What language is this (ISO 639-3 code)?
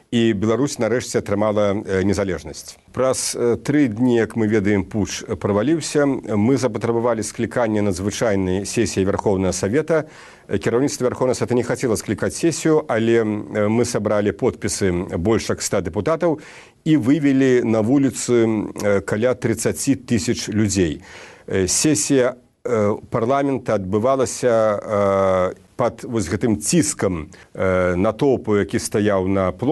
bel